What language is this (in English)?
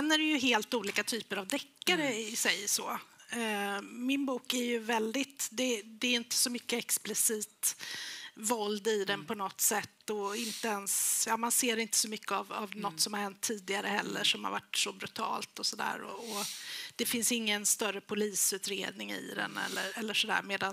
Swedish